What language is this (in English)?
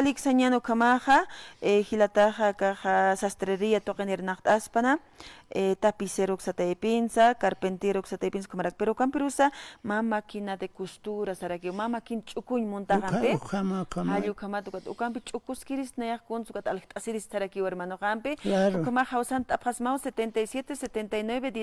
Aymara